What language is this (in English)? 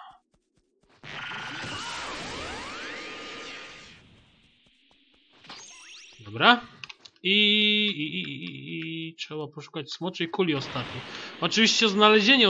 Polish